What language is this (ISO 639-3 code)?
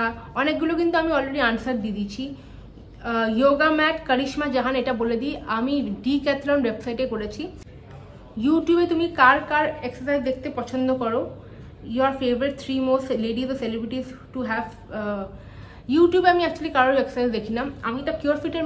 ben